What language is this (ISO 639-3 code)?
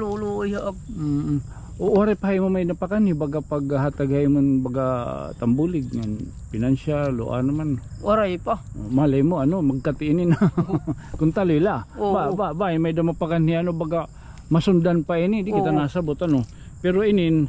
war